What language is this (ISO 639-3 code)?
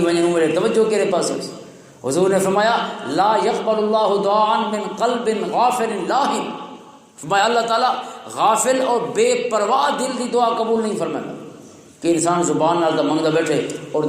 lah